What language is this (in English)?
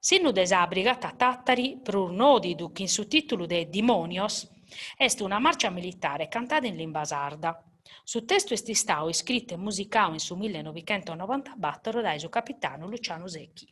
Sardinian